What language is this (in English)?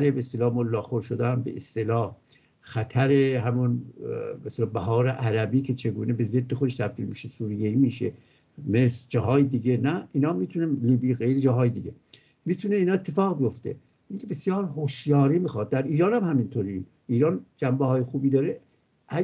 Persian